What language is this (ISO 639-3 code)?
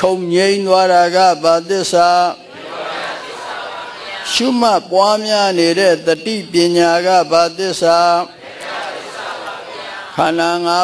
mya